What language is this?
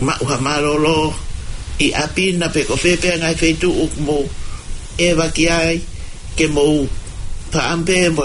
Tongan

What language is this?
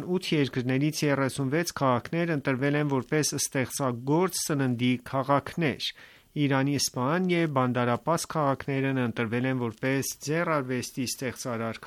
Armenian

